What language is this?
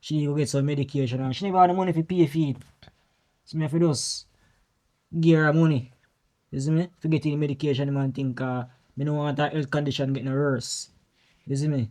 Jamaican Creole English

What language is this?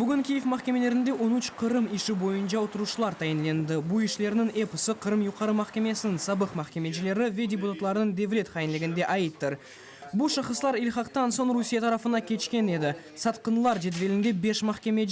Crimean Tatar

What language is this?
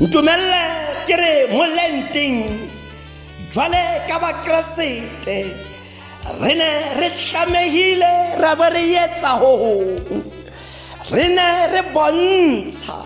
Tswana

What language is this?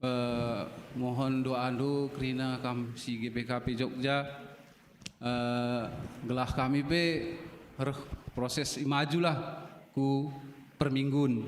Batak Karo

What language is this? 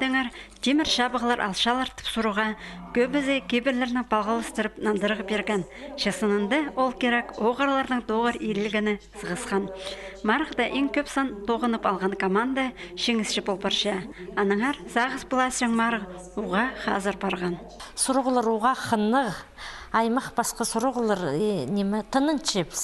Khakas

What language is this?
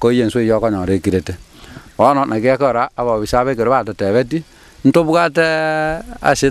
Gusii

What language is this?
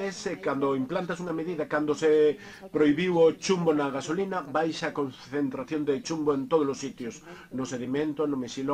Galician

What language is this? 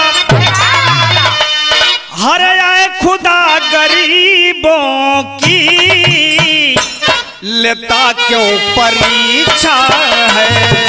Bhojpuri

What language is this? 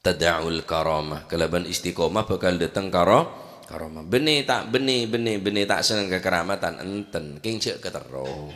Madurese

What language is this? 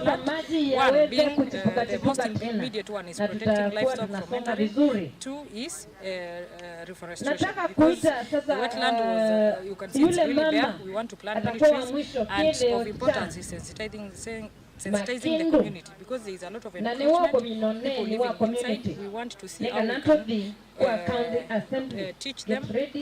Kamba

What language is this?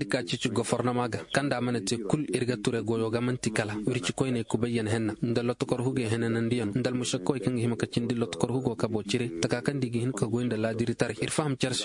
Koyraboro Senni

